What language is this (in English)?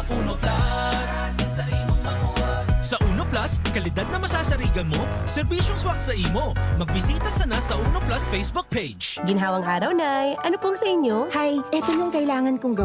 Bikol